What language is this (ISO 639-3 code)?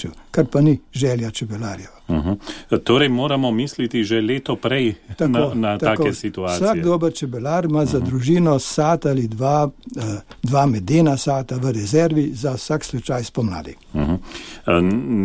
slv